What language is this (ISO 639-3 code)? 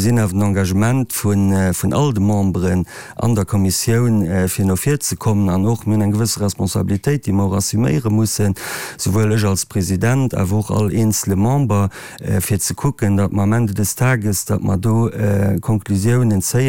ltz